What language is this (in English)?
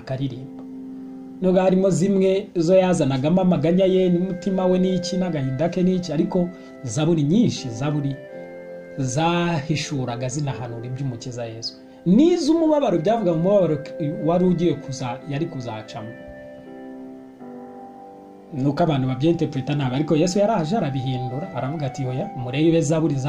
Kinyarwanda